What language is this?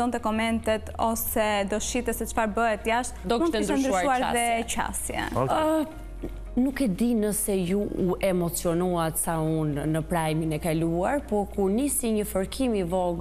Albanian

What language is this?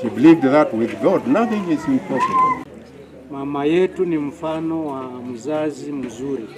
Gusii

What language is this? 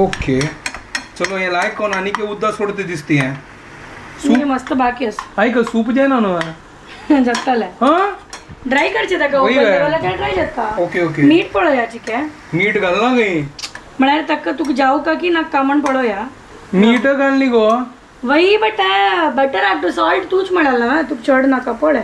Konkani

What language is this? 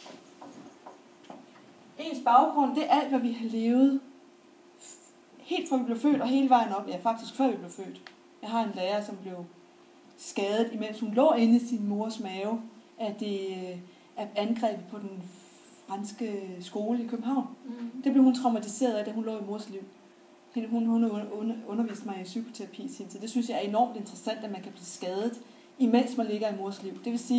Danish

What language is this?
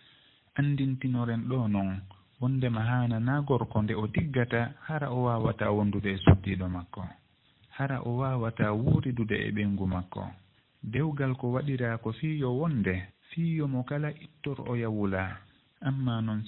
Fula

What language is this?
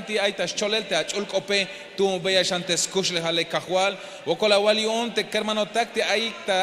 Tzeltal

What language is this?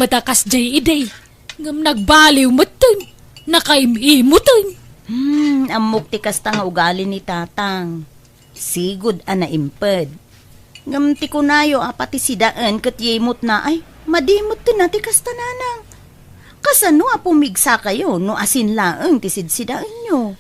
Iloko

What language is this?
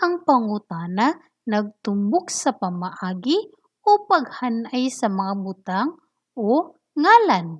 Cebuano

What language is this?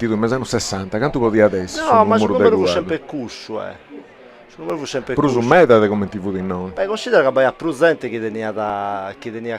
Sardinian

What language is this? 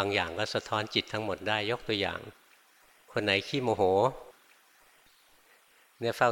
Thai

